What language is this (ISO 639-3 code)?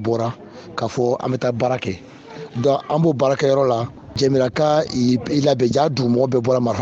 bam